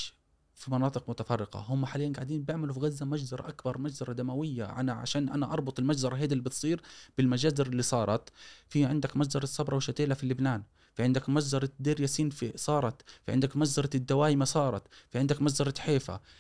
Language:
Gulf Arabic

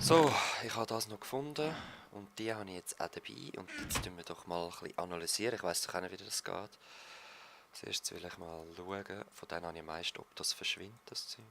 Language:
Swiss German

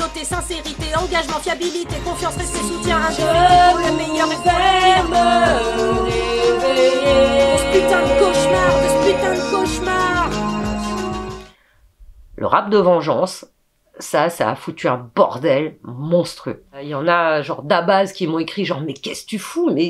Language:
French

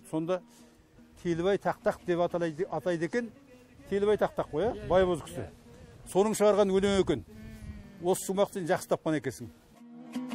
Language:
Kazakh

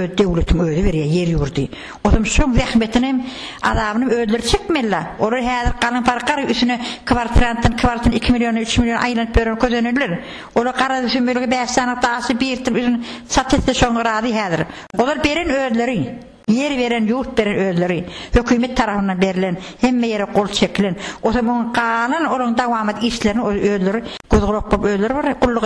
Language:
Turkmen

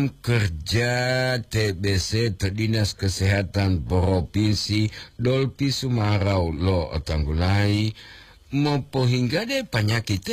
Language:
Gorontalo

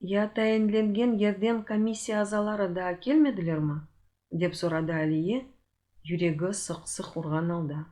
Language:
Crimean Tatar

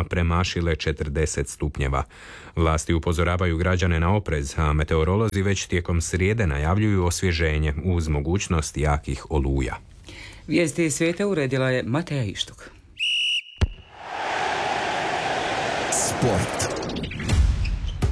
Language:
Croatian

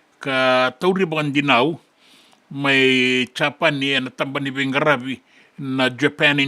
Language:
Fijian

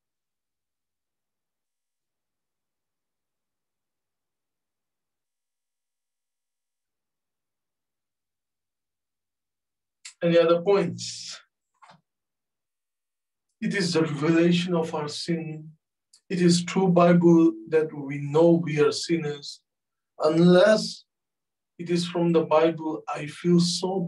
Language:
English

